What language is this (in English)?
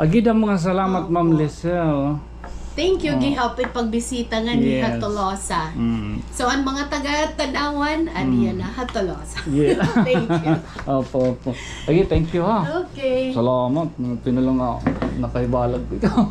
Waray